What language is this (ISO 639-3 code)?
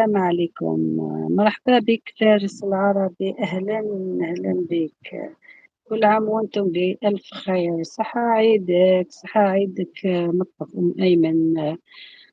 arq